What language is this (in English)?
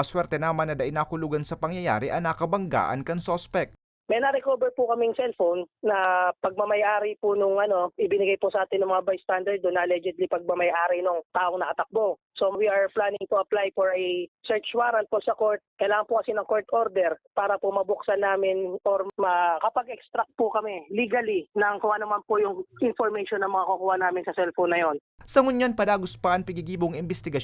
Bikol